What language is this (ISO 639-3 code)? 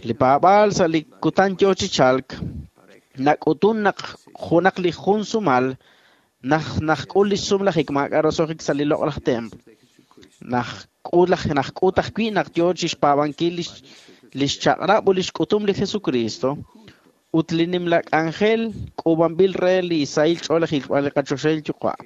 kek